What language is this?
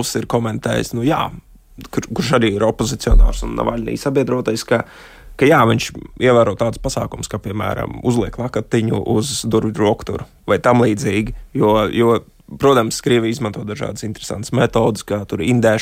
Latvian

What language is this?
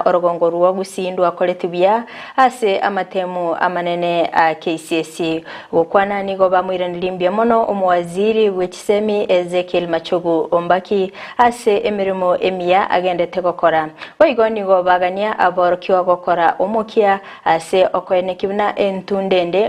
Gusii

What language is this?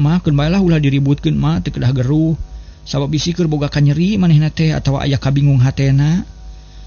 Sundanese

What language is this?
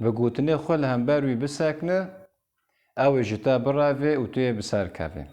Kurdish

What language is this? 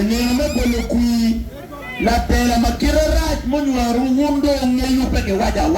Acoli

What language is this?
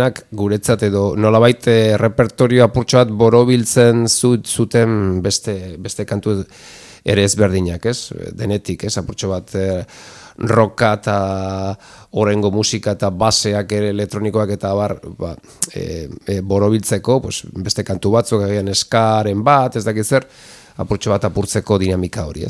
Basque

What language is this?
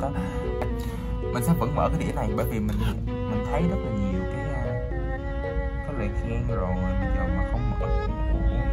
Vietnamese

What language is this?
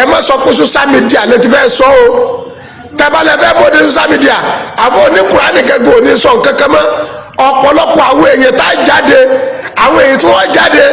Yoruba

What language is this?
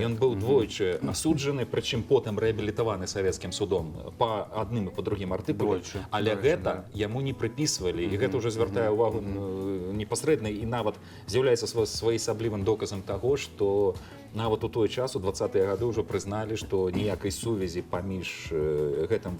Belarusian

